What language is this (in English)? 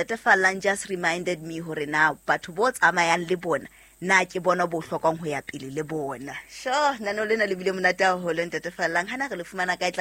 Southern Sotho